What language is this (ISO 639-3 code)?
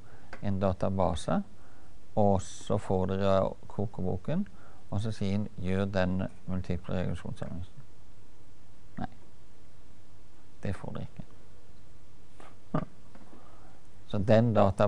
nor